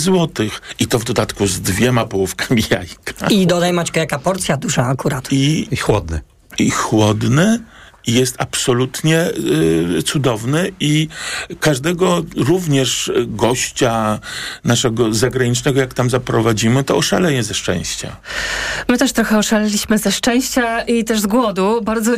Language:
Polish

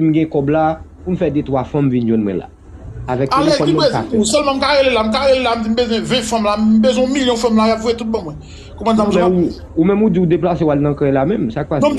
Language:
Haitian Creole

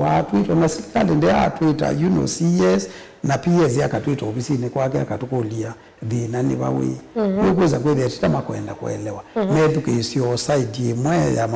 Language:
Kamba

